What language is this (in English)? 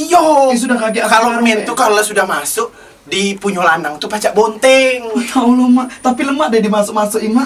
Musi